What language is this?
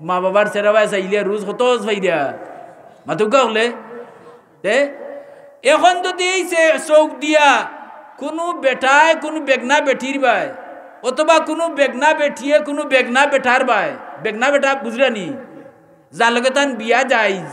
Sylheti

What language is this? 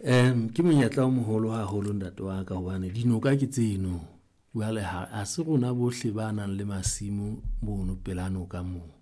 Southern Sotho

